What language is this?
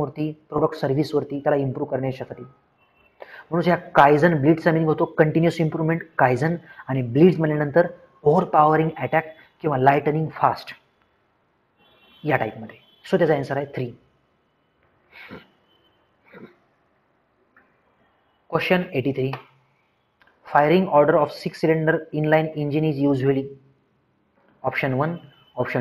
Marathi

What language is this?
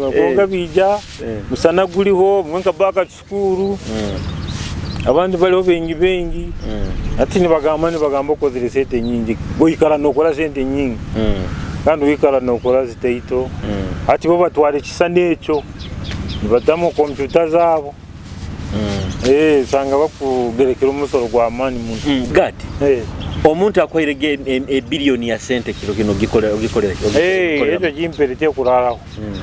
Nyoro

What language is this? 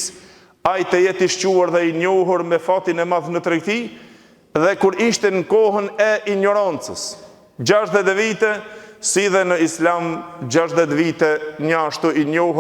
Albanian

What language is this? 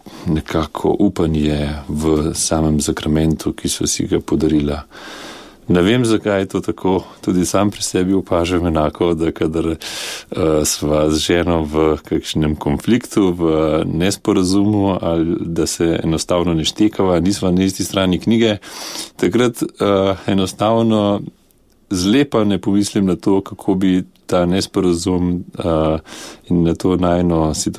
Slovenian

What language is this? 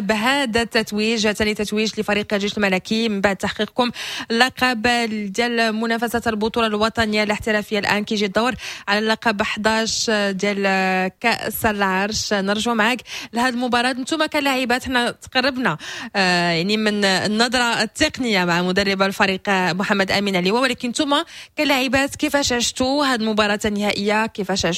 Moroccan Arabic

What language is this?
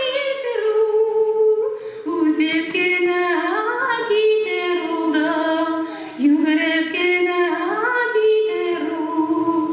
Bashkir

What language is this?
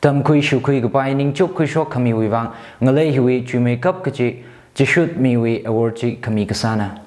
Tangkhul Naga (India)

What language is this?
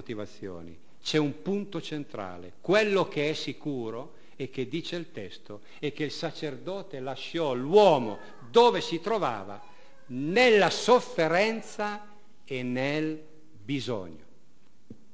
Italian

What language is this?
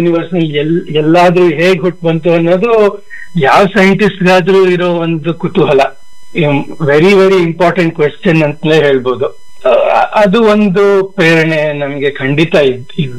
Kannada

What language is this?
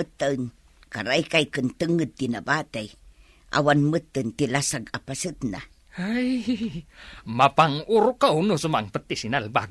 Iloko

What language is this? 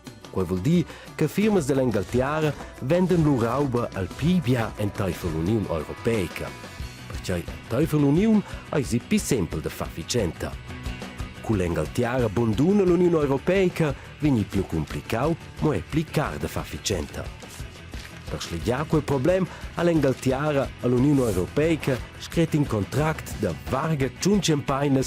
Romansh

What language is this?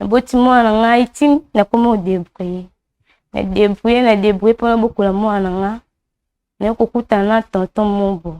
Lingala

